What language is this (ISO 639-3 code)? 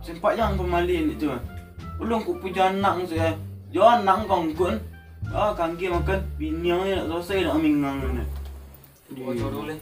min